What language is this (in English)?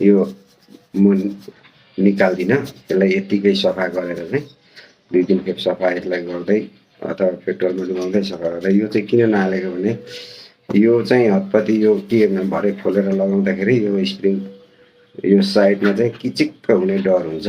Nepali